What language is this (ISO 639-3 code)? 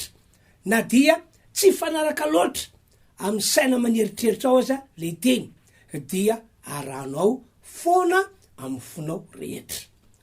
mlg